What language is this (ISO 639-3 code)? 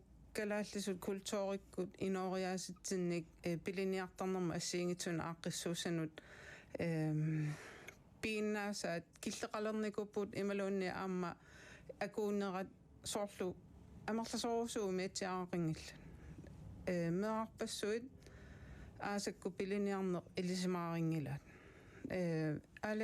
kal